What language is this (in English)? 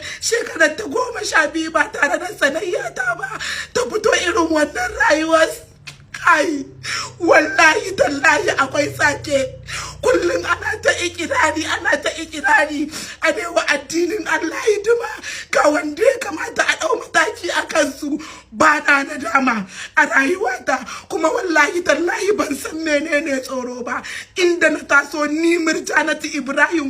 Hausa